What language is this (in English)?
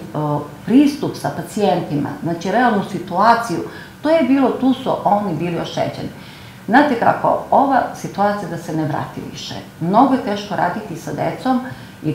Serbian